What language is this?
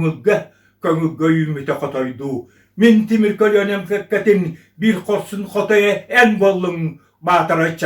Yakut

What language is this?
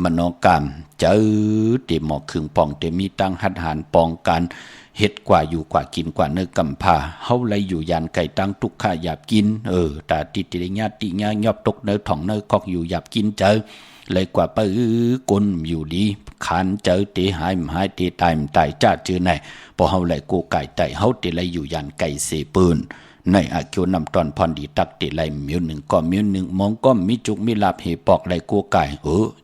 Shan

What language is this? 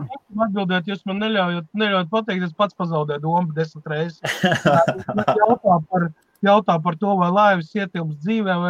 Latvian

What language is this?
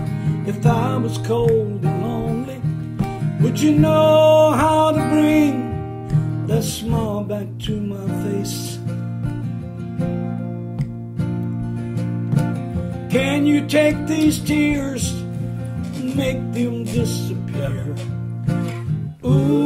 English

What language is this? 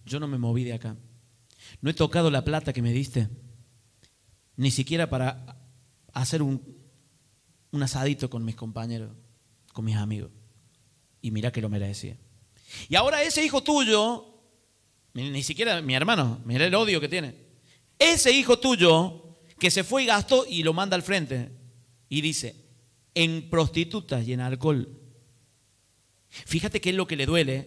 Spanish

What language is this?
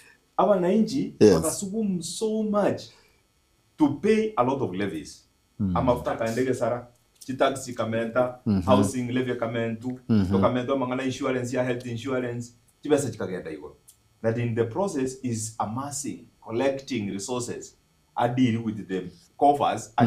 Gusii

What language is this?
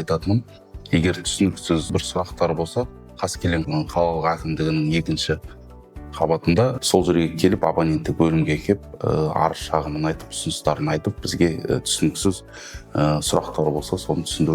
Kazakh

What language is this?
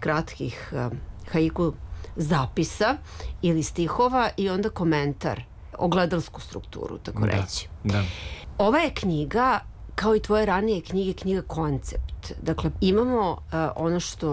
Serbian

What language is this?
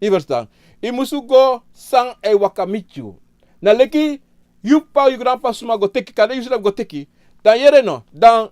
Sranan Tongo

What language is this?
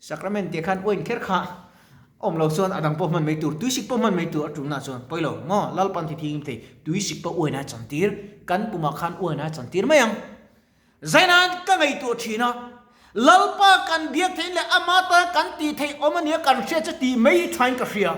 Mizo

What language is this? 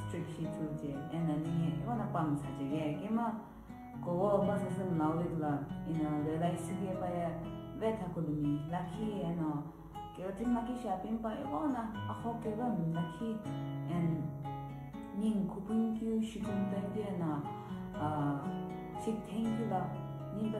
Sumi Naga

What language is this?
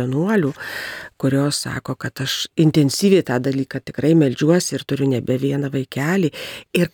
Lithuanian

